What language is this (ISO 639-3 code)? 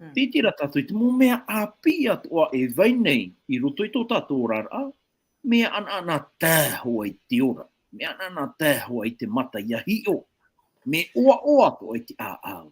tah